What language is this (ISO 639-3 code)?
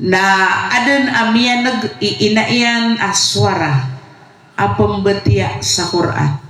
mrw